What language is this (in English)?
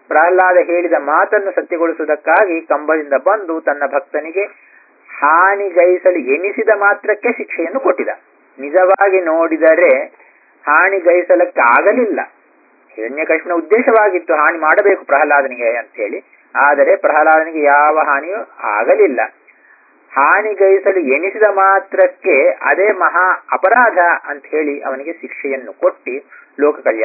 Kannada